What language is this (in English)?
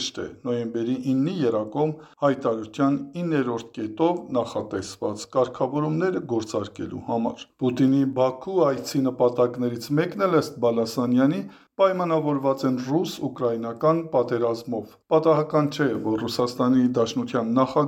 Armenian